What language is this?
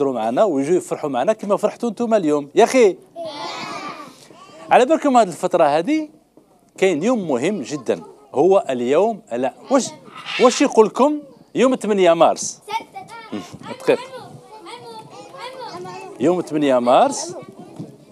Algerian Arabic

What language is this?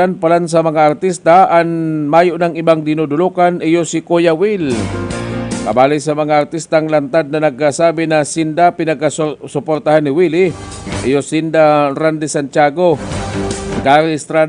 Bikol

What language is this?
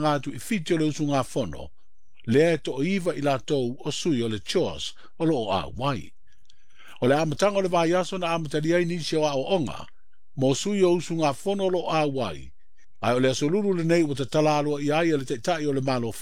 Samoan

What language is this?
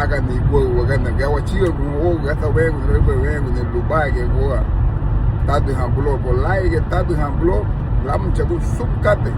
Garifuna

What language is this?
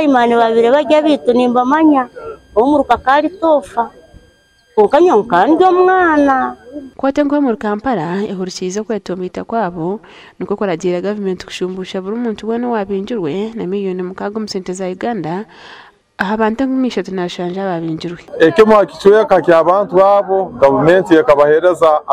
Nyankole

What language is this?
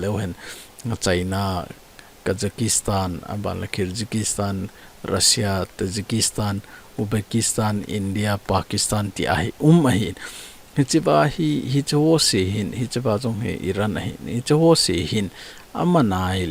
Thado Chin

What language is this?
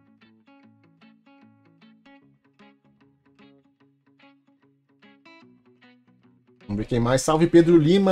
Portuguese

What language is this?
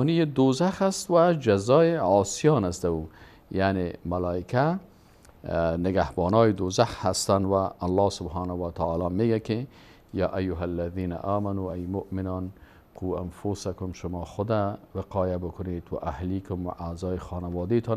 Persian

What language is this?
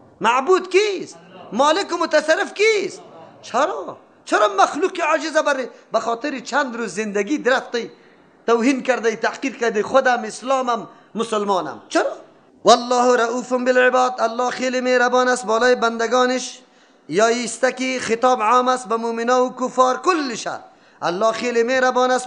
Persian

